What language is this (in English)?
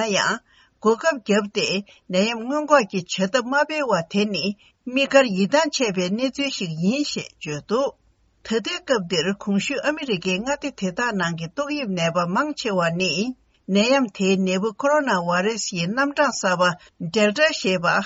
Tibetan